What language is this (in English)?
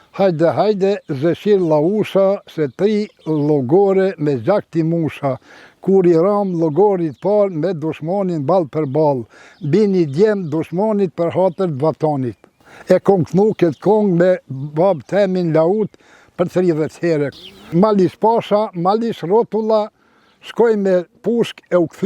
Albanian